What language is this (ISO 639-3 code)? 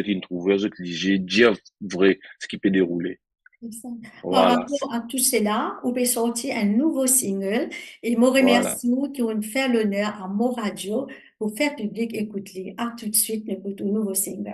mfe